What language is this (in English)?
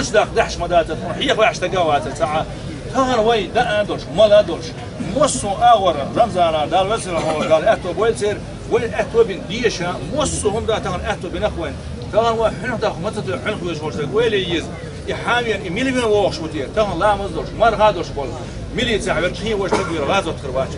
Chechen